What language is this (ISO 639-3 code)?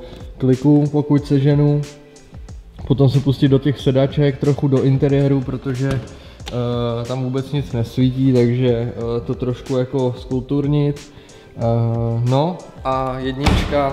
ces